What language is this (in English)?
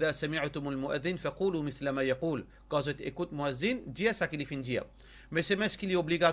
Morisyen